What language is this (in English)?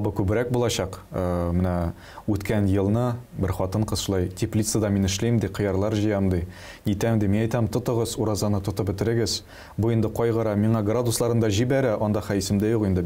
Tatar